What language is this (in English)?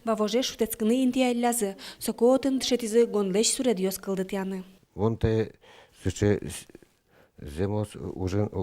Udmurt